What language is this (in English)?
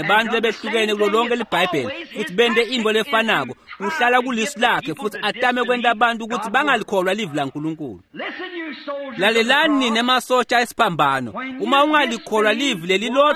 Swati